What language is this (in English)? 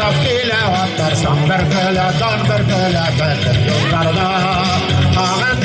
Bashkir